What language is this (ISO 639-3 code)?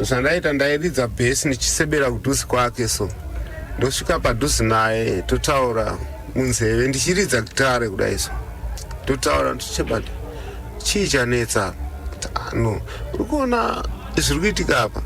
sna